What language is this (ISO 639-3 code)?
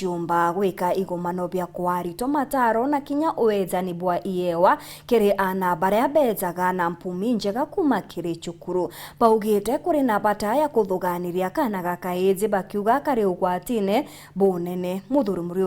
mer